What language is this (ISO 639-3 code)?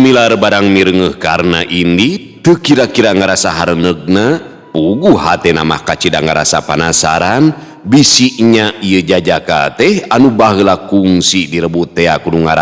sun